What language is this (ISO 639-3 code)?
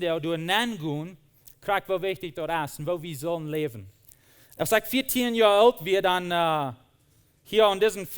pdt